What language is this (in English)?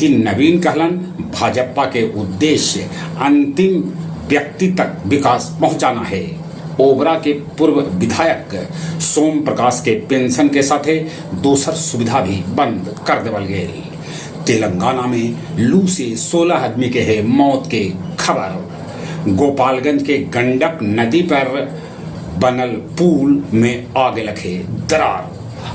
Magahi